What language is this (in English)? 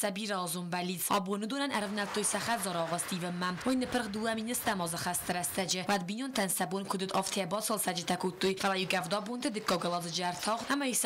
Ossetic